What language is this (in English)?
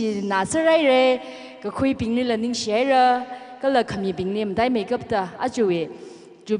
Tangkhul Naga (India)